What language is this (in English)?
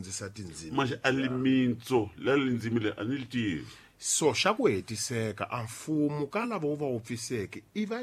Tsonga